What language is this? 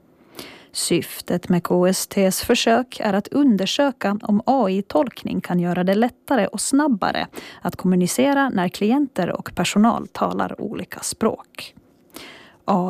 Swedish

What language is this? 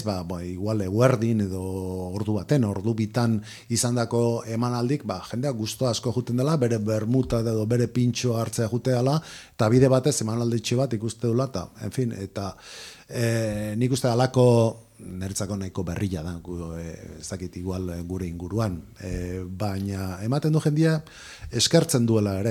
Basque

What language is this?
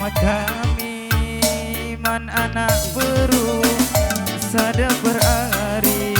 Batak Karo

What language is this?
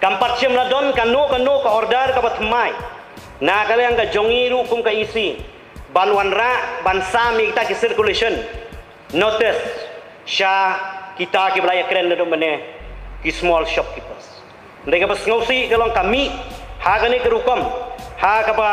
Khasi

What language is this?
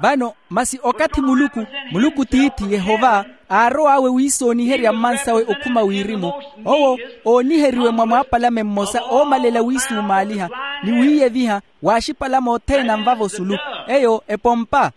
Makhuwa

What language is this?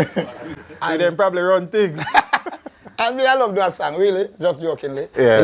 Jamaican Creole English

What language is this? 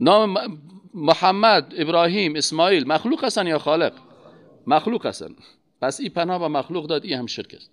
Persian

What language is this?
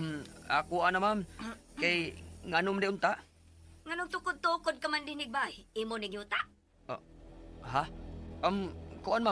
Cebuano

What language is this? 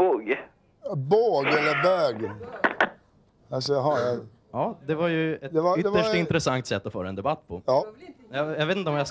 Swedish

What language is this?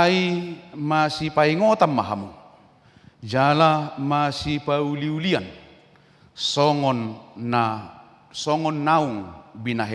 Batak Toba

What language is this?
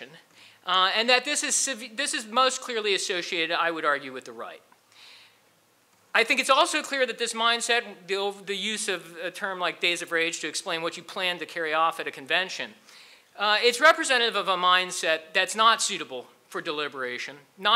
English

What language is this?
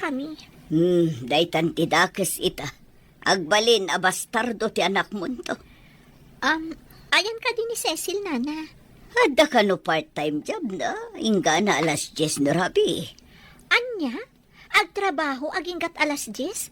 Iloko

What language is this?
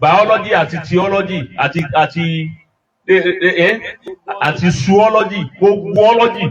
Yoruba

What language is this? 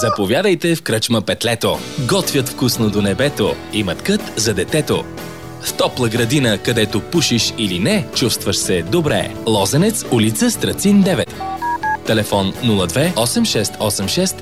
Bulgarian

